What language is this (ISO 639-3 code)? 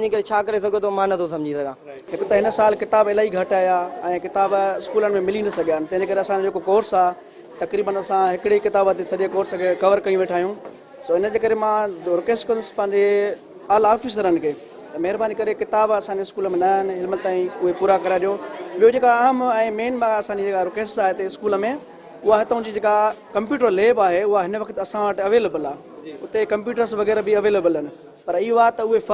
snd